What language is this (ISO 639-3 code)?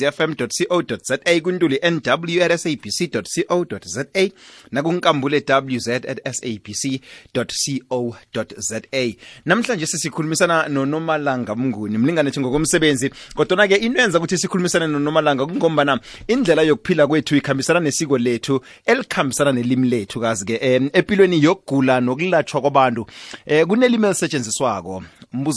nbl